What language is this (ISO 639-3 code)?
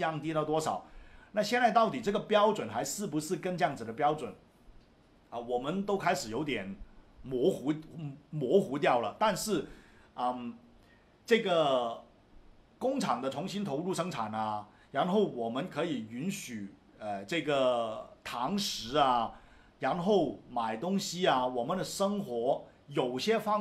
zho